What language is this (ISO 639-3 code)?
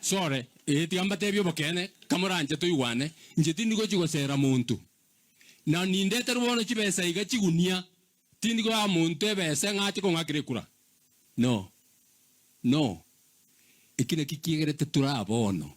guz